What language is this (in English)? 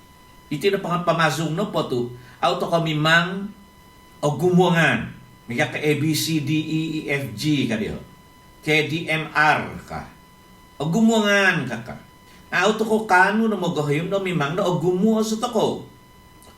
Central Dusun